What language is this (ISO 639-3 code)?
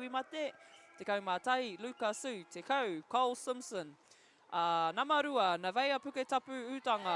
mri